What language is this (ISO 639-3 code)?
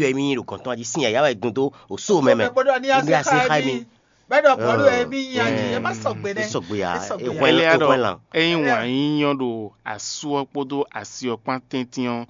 fon